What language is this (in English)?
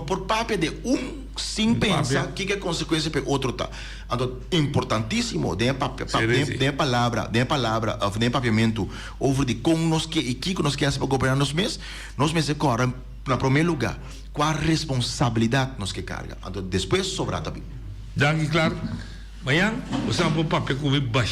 Papiamento